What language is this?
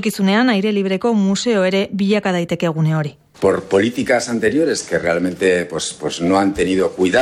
Basque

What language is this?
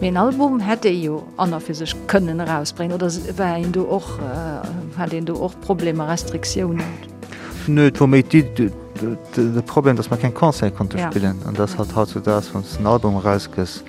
Luxembourgish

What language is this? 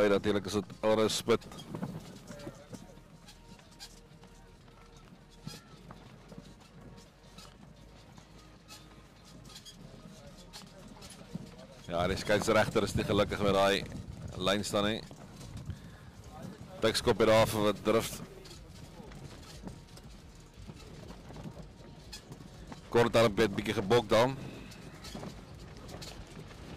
Afrikaans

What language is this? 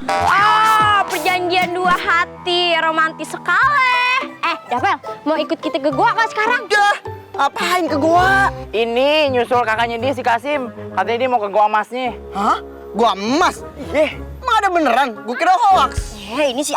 Betawi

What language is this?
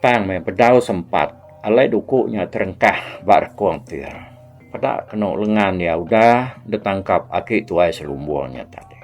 Iban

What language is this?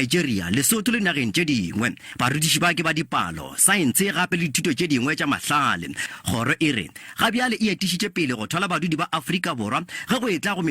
Northern Sotho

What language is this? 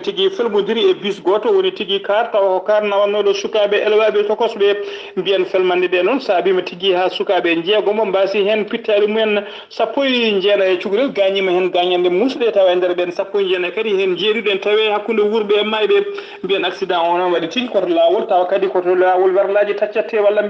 Fula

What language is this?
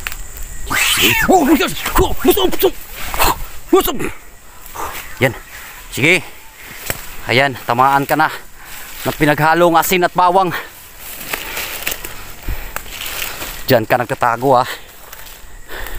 Filipino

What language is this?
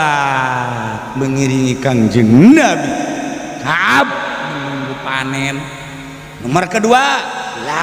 Sundanese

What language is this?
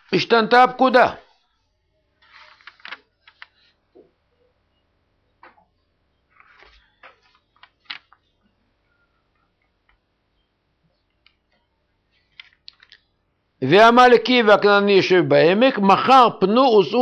Hebrew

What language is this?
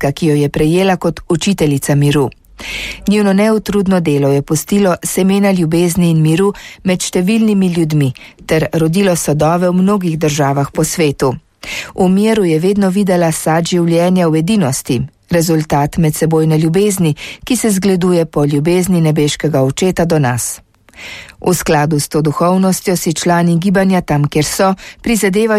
Slovenian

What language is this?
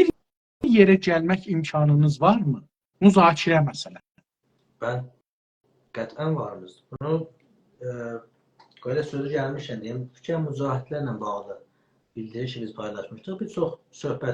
South Azerbaijani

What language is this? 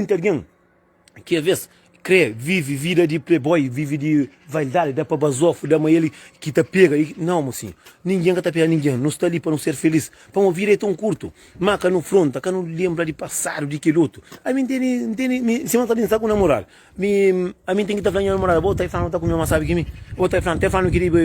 Kabuverdianu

